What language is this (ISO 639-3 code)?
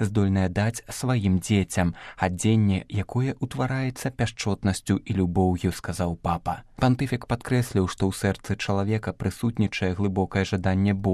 bel